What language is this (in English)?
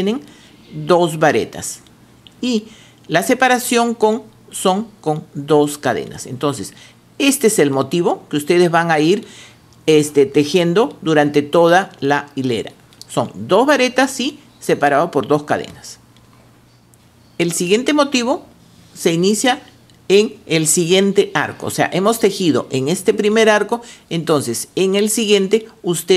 Spanish